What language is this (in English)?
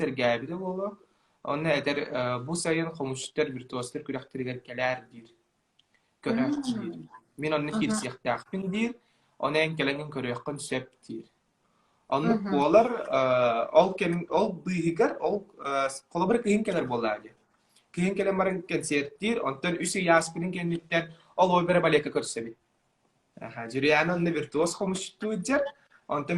Yakut